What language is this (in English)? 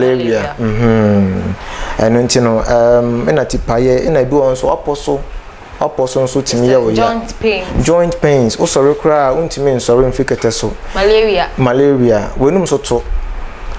Akan